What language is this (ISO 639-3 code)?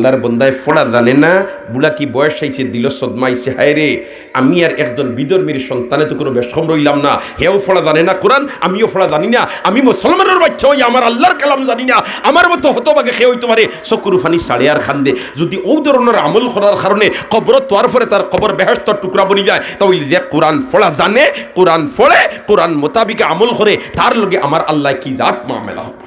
syl